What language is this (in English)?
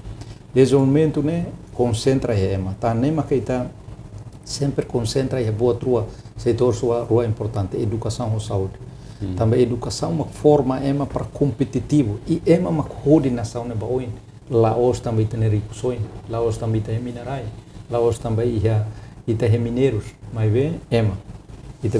Tetum